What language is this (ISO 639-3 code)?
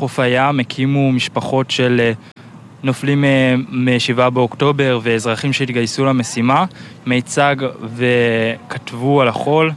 heb